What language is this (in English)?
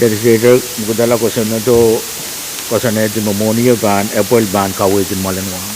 Pohnpeian